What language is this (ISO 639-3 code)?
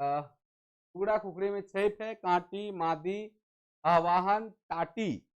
sck